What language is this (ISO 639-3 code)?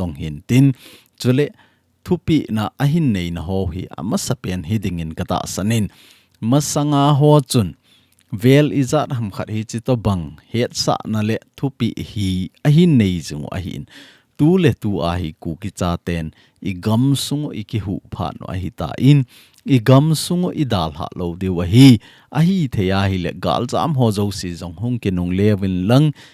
tcz